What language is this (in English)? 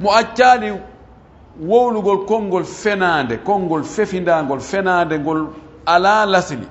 Pular